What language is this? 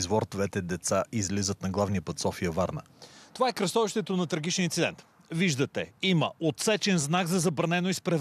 Bulgarian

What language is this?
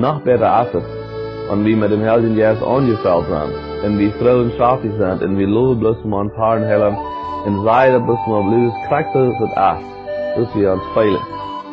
Plautdietsch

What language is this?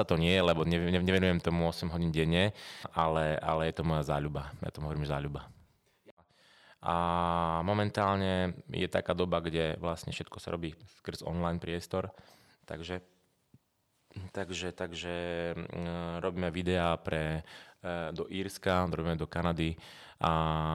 Slovak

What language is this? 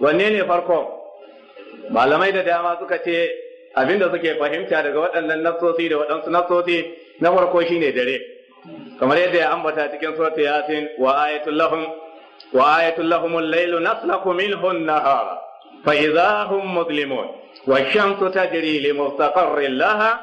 Hausa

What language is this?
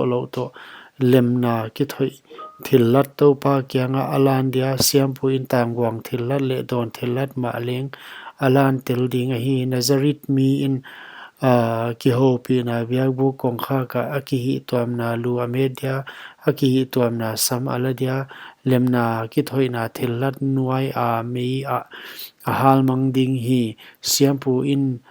Paite Chin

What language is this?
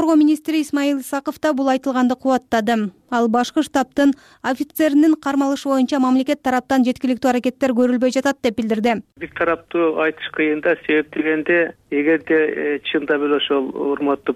Kyrgyz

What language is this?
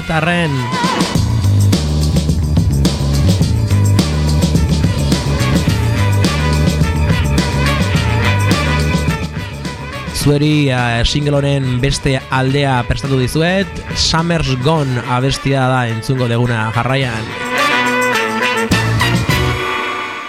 Basque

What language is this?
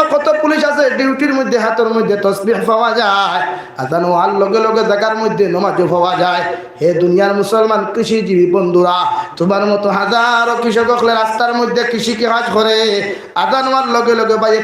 Sylheti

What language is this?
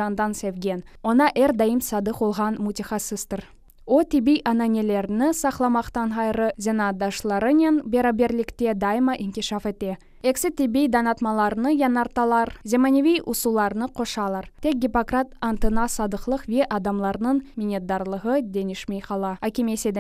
Crimean Tatar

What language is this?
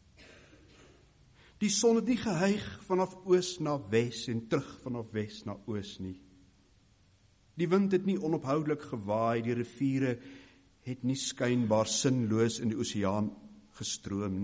Afrikaans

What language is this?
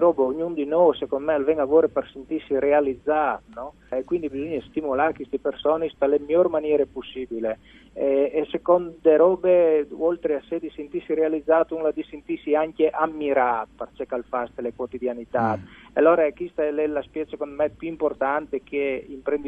Friulian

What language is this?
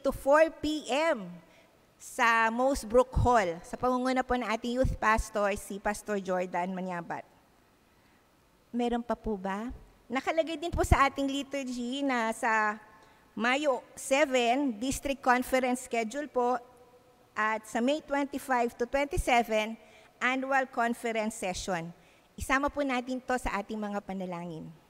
Filipino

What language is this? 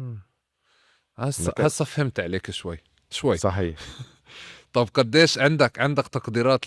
North Levantine Arabic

